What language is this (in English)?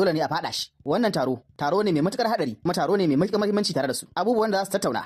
Hausa